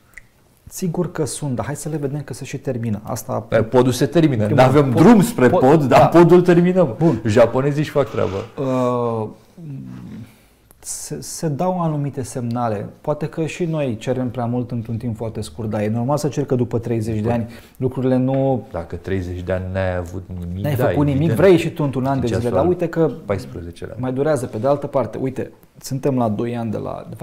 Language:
Romanian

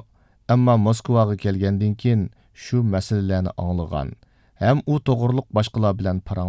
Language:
Uyghur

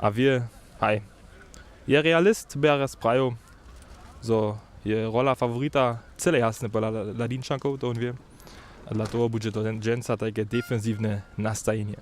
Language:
Upper Sorbian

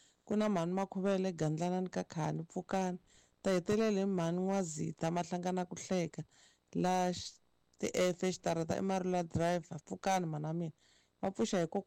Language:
Tsonga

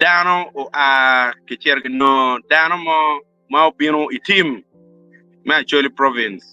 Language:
Acoli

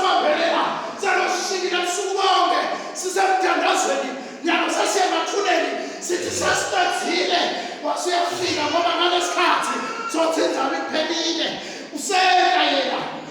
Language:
Swati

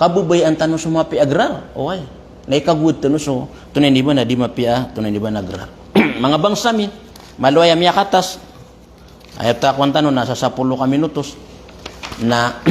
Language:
Maranao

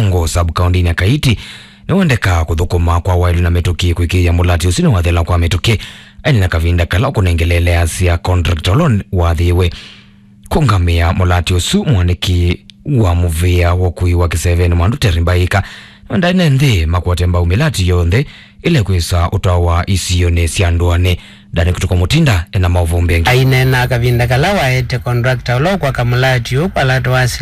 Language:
Kamba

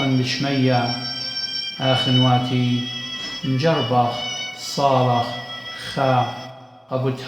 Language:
Assyrian Neo-Aramaic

